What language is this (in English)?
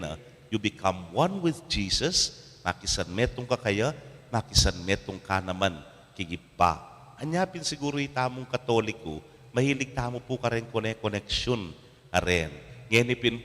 Pampanga